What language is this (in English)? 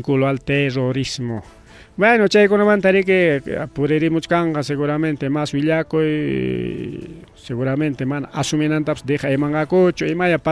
Ayacucho Quechua